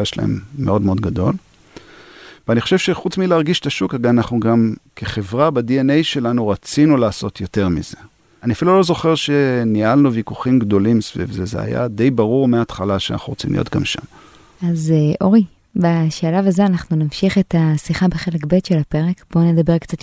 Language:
Hebrew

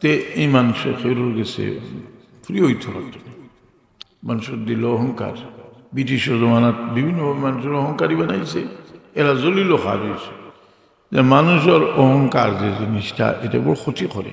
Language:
Sylheti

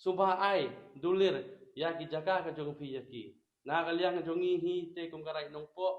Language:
Khasi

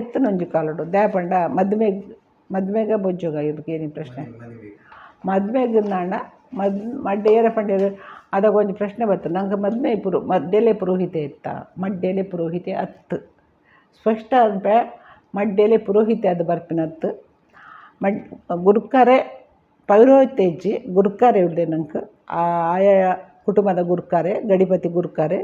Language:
Tulu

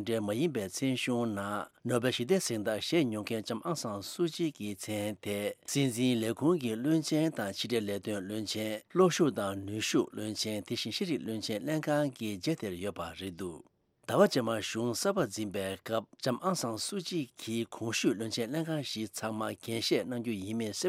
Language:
Tibetan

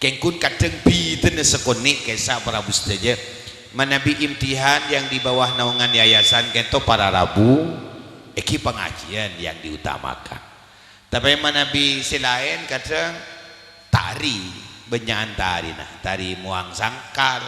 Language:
Madurese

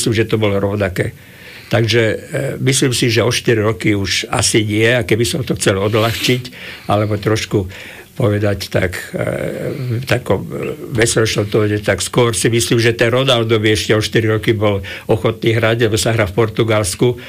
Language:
Slovak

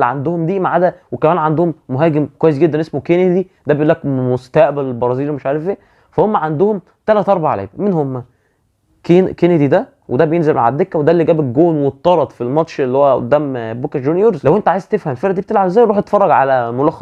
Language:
Egyptian Arabic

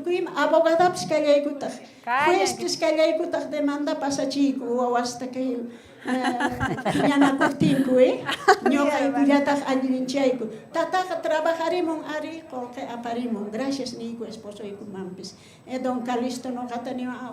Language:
South Bolivian Quechua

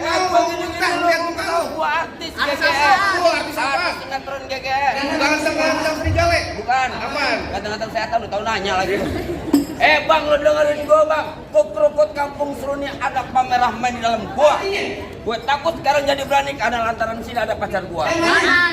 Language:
Betawi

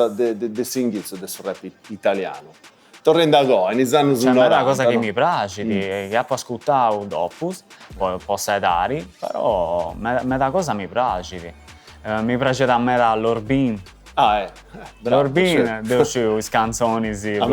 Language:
Sardinian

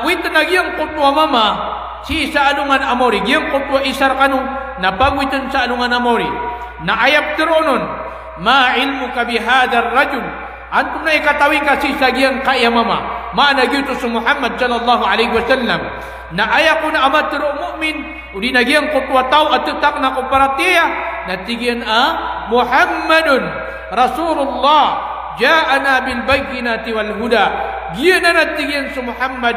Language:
Maranao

